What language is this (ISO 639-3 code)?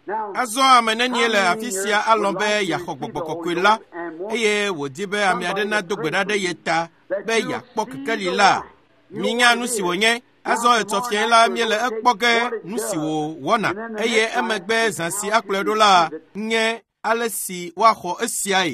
ewe